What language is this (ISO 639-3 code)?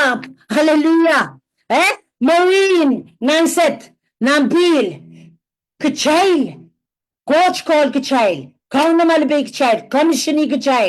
pon